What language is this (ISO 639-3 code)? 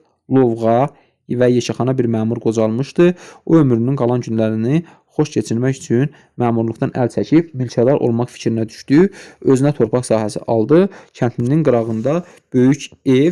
aze